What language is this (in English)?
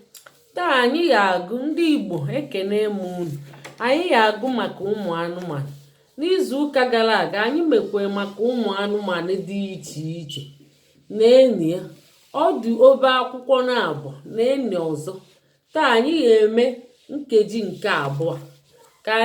Igbo